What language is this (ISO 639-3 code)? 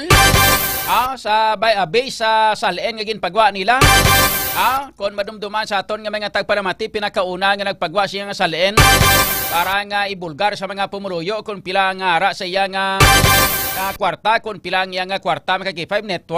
hil